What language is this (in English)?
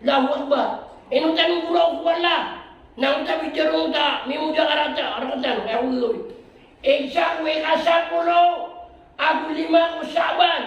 Maranao